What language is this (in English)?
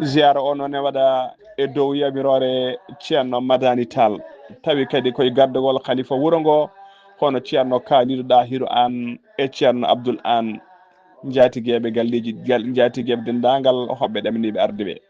Fula